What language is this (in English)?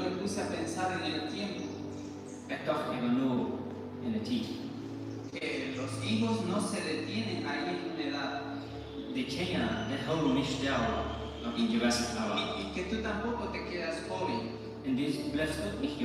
Plautdietsch